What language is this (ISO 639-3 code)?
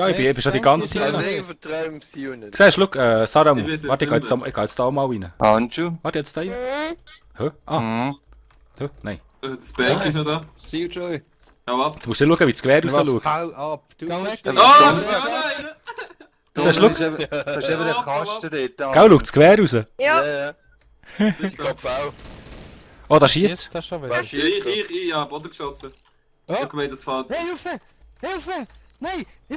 gsw